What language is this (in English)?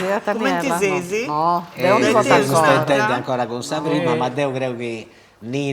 Sardinian